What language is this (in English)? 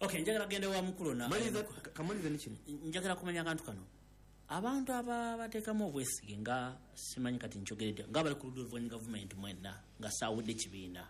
Ganda